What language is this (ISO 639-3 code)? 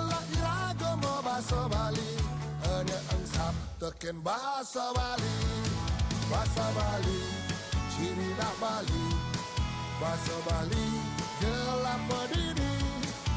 ban